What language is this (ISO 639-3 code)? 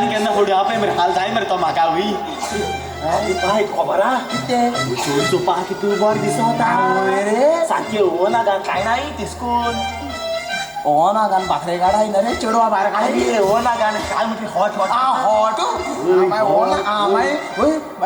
kok